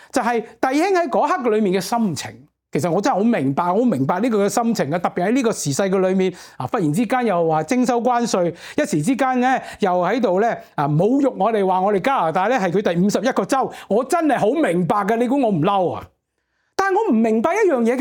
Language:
Cantonese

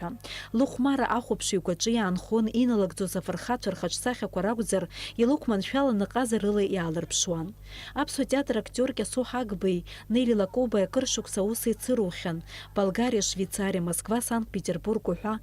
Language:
Abkhazian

